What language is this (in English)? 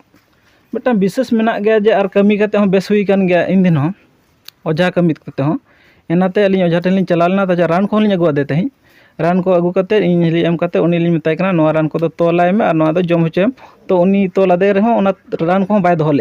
Santali